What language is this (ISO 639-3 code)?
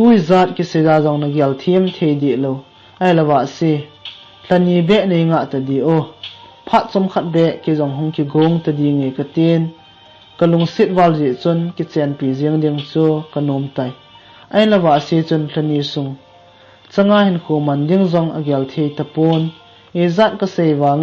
tcz